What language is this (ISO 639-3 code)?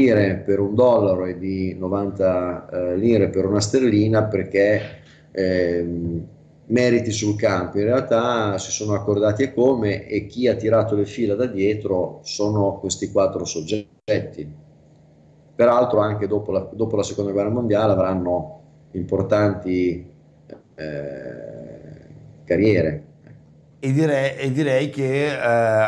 ita